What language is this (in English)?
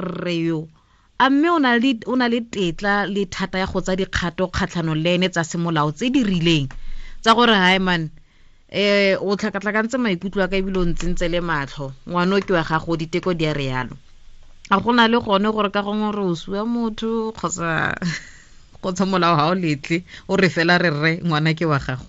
Tswana